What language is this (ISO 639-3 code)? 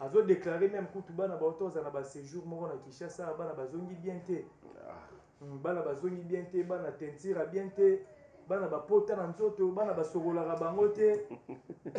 lin